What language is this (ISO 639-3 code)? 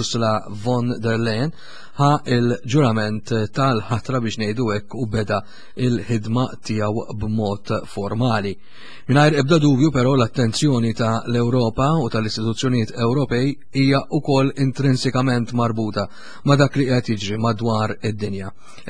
mlt